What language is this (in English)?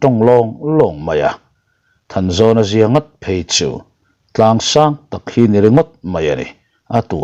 Mizo